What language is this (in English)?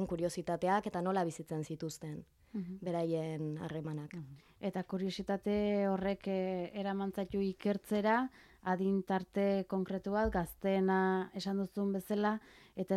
Basque